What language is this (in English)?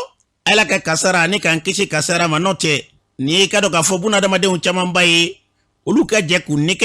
Bambara